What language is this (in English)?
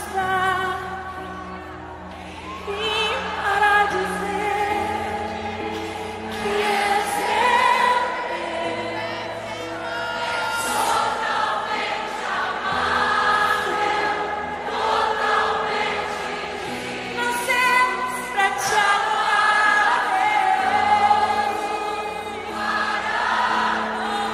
Portuguese